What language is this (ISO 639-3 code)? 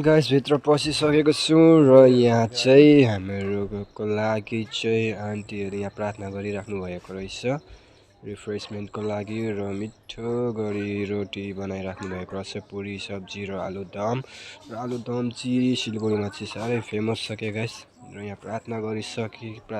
nep